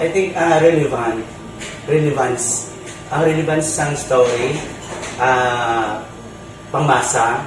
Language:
Hiligaynon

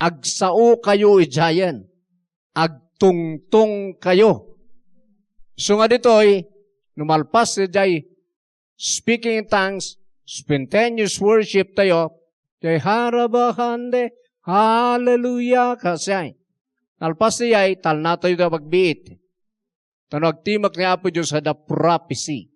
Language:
Iloko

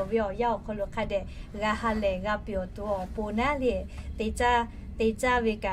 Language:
Lahu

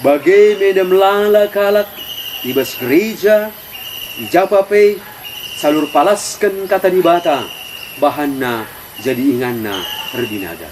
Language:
Batak Karo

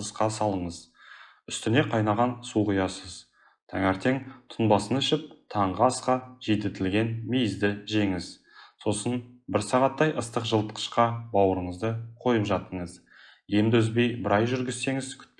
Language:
Kazakh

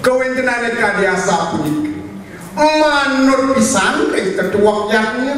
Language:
Balinese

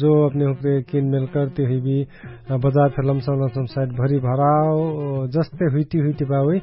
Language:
Dangaura Tharu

